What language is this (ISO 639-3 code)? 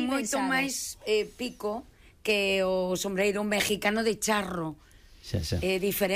glg